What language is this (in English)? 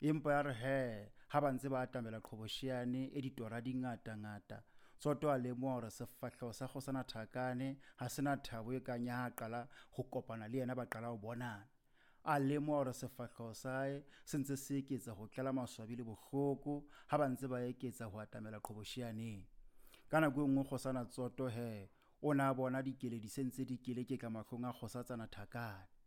Southern Sotho